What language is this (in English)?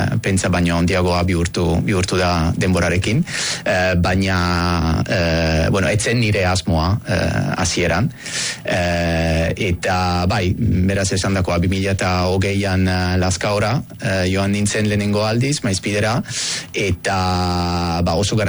Basque